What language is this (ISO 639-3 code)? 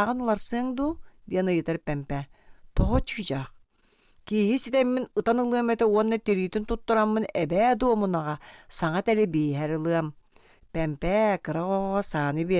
sah